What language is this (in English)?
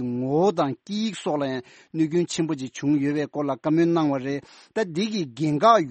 Tibetan